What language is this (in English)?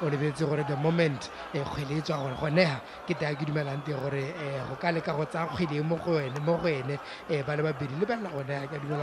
Tswana